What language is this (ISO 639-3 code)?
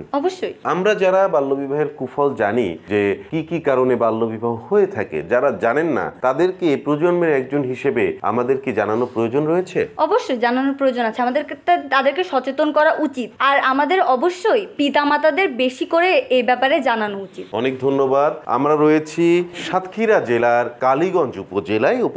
ben